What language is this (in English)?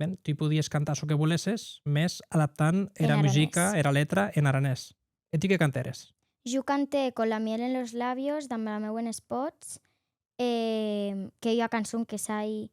Occitan